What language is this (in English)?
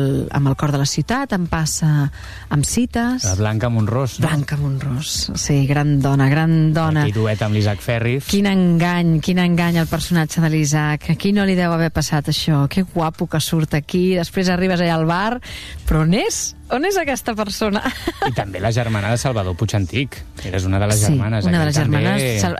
Catalan